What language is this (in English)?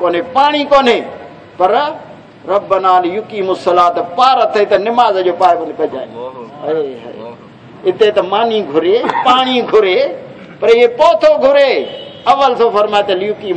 Saraiki